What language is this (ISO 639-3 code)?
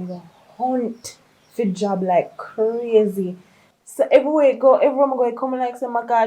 jam